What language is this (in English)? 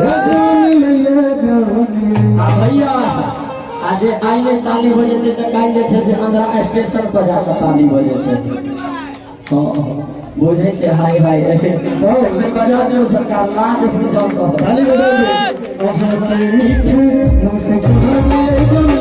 Maithili